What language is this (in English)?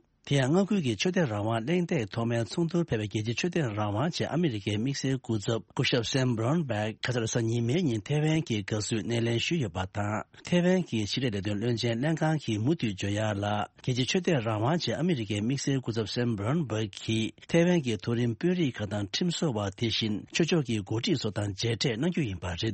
Tibetan